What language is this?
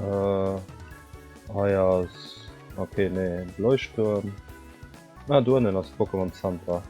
Luxembourgish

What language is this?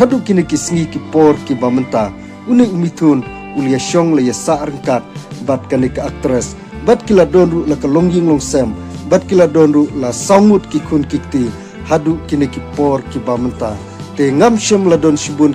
Khasi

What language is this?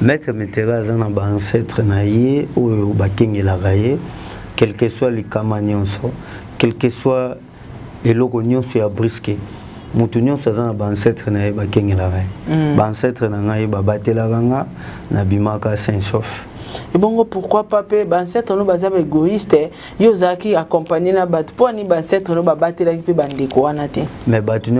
Lingala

